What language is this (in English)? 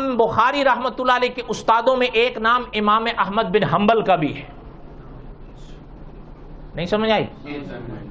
Urdu